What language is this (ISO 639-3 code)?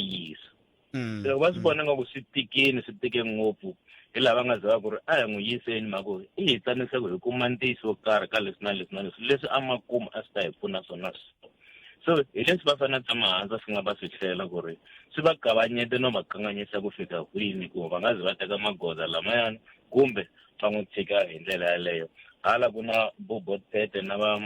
tso